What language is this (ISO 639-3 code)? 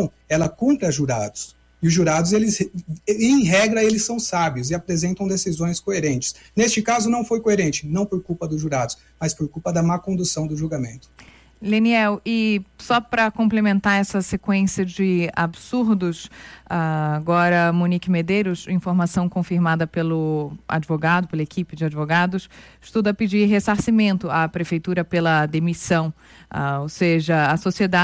por